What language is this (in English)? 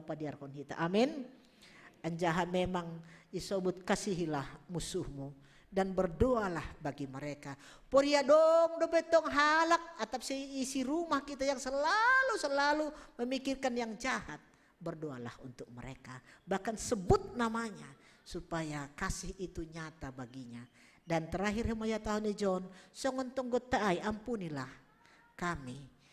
Batak Simalungun